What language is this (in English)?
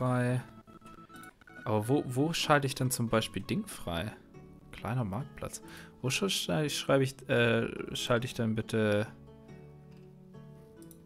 German